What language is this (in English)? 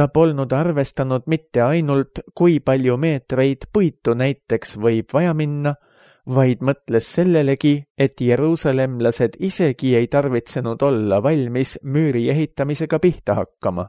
Estonian